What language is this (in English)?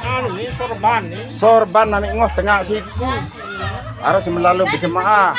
Sasak